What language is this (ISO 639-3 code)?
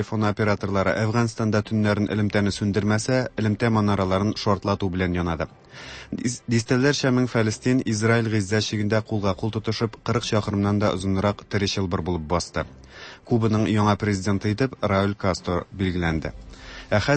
tat